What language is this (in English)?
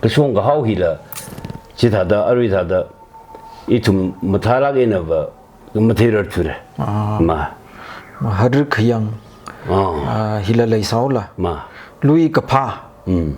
Tangkhul Naga (India)